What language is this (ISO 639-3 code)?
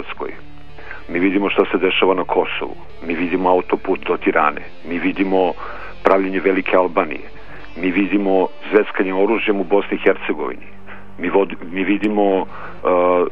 srp